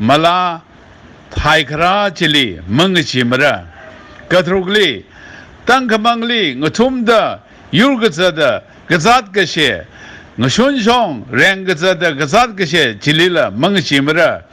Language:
Tangkhul Naga (India)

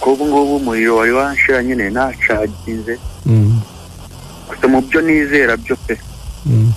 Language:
Kinyarwanda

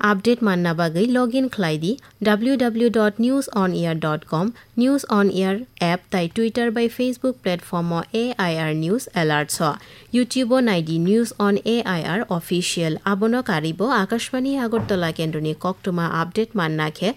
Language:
Kok Borok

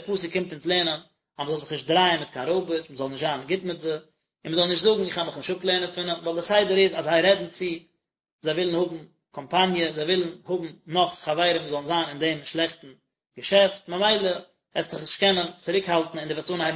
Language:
Yiddish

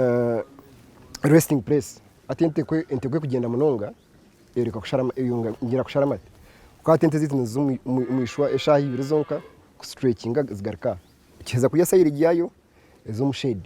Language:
Nyankole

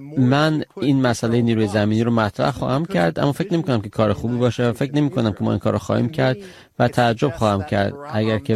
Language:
Persian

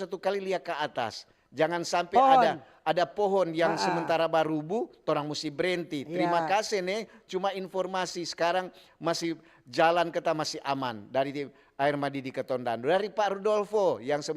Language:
Manado Malay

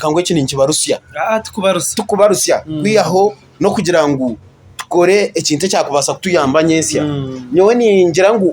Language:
Nyankole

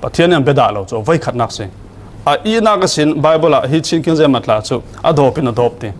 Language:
Falam Chin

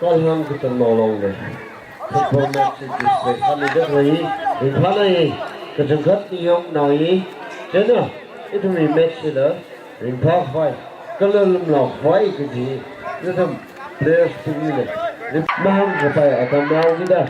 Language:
Tangkhul Naga (India)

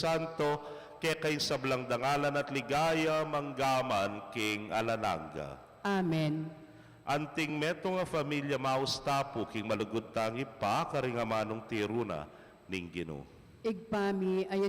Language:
Pampanga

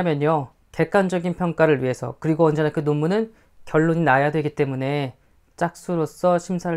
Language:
Korean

